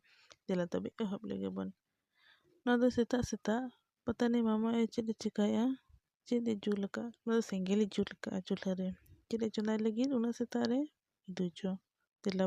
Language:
Santali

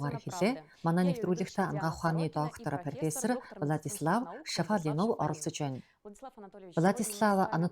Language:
Mongolian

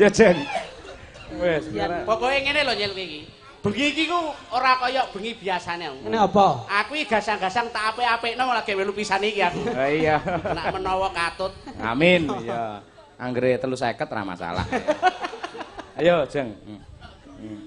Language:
Javanese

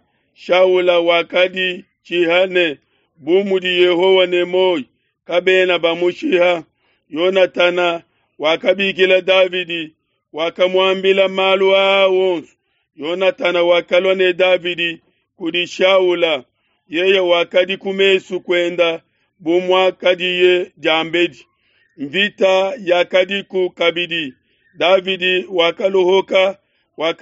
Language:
Luba-Lulua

